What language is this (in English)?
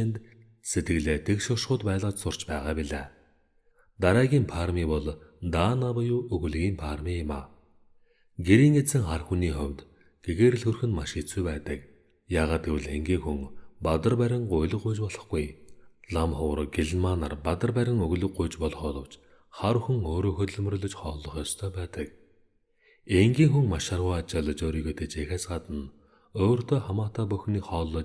Mongolian